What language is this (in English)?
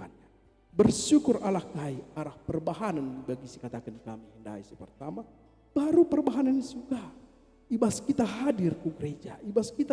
Batak Karo